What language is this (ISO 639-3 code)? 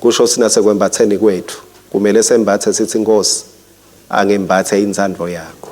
ssw